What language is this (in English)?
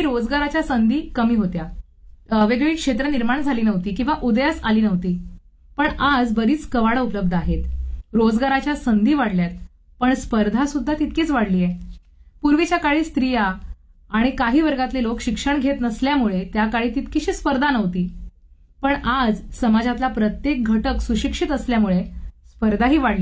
Marathi